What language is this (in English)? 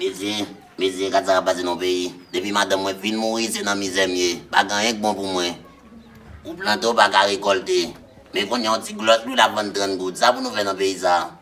Haitian Creole